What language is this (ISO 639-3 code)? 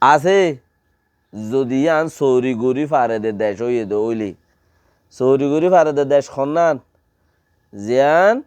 rhg